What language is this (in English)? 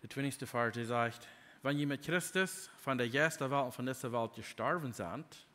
Plautdietsch